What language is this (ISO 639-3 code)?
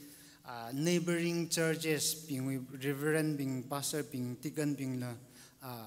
nmf